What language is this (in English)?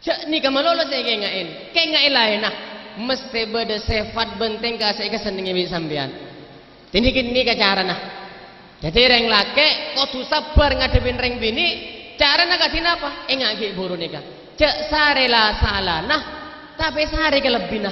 Madurese